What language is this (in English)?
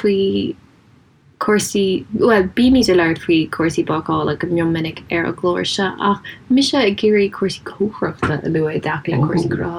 Irish